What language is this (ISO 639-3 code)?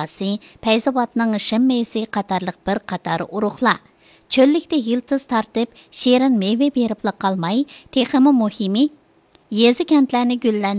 uig